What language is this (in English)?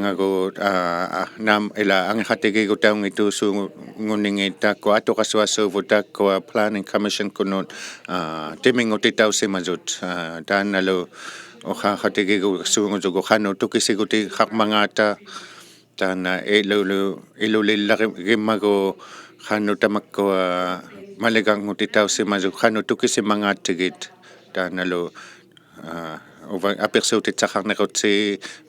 Inuktitut